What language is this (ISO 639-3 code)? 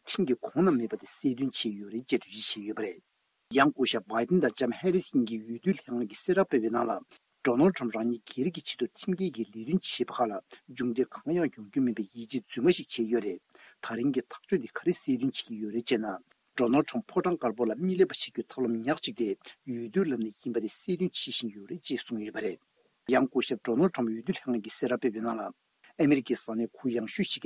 bod